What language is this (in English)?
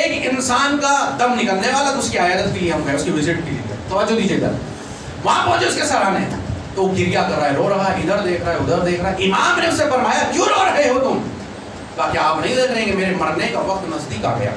Urdu